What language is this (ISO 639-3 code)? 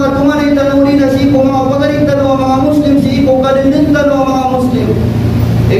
mrw